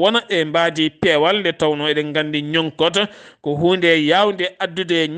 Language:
Fula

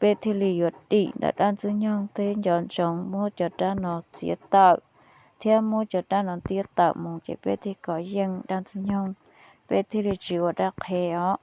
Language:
Hmong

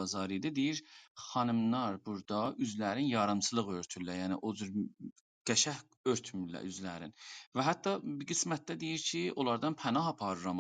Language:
South Azerbaijani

